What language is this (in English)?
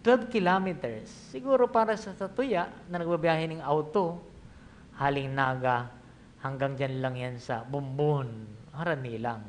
Bikol